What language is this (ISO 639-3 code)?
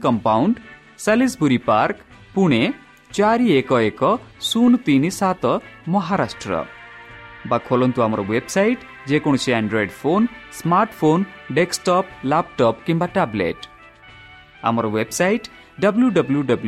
ori